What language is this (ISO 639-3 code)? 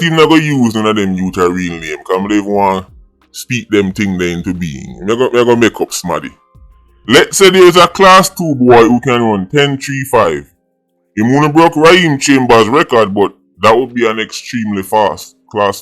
jam